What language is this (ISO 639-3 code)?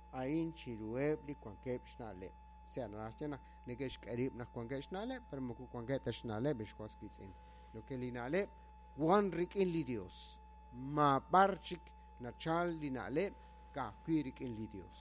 kek